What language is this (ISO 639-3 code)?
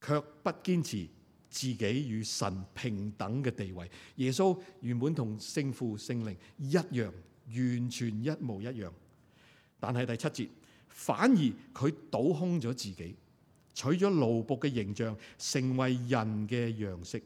yue